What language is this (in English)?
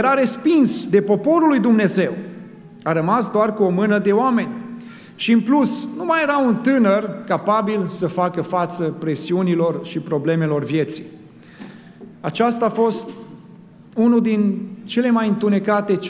Romanian